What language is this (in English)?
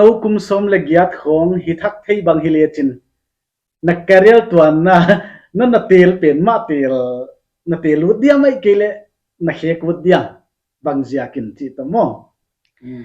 Paite Chin